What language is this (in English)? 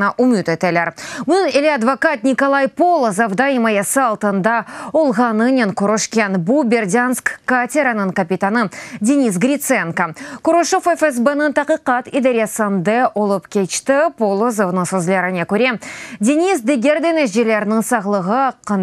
Crimean Tatar